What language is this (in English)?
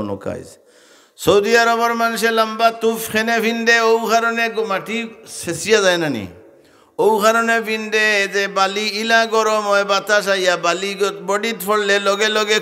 Sylheti